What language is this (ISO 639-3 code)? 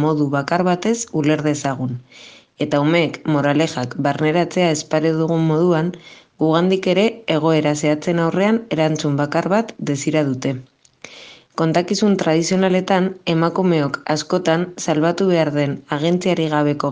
eus